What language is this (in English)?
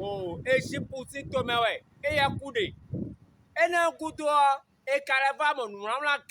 Fon